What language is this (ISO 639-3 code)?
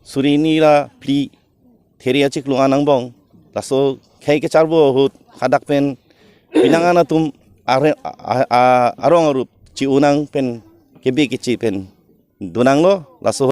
mjw